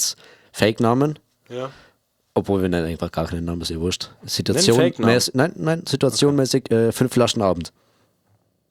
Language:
Bavarian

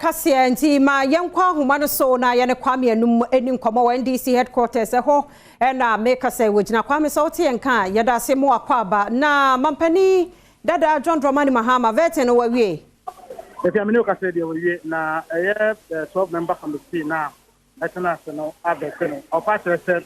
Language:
Akan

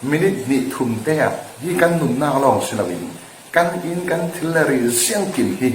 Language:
Falam Chin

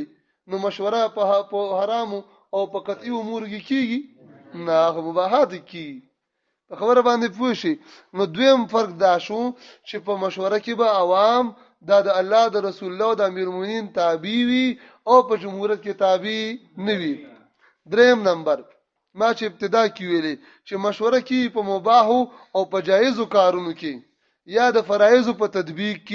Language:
Pashto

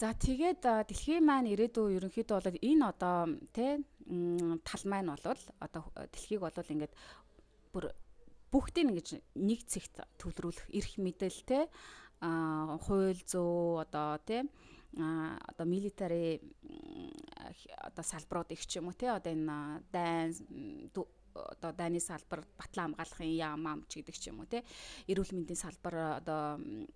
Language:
Mongolian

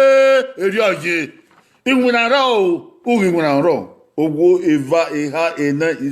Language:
Bini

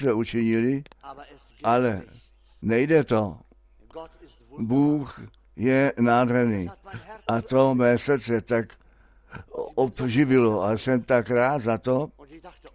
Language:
Czech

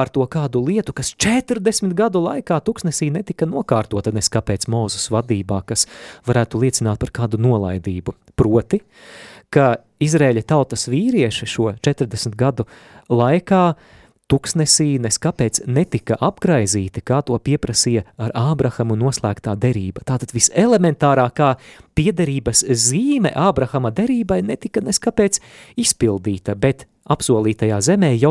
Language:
Latvian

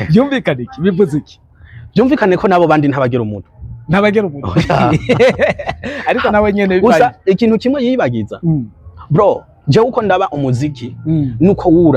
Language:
Rundi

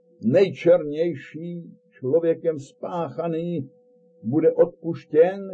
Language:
Czech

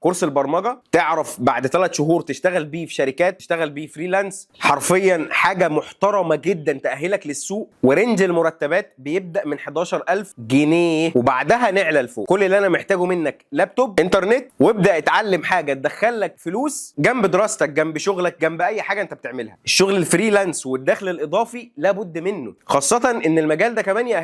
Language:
Egyptian Arabic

